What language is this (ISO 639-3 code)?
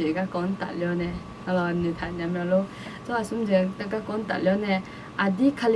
ahk